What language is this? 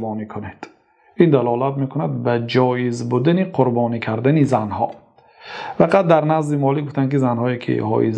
Tajik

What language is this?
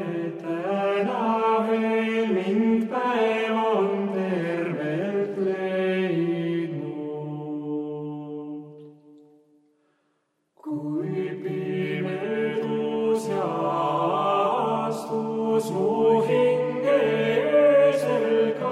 Estonian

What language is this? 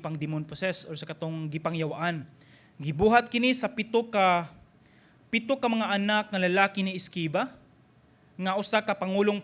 Cebuano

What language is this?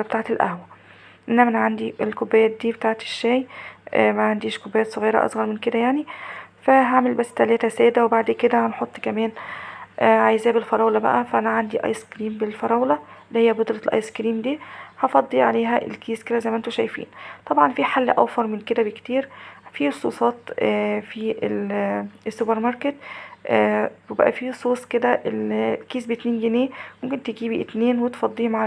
Egyptian Arabic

